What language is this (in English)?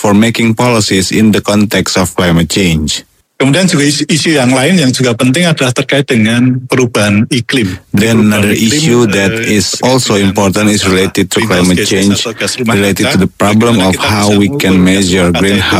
Indonesian